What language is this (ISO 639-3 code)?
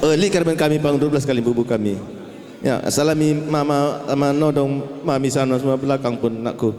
btx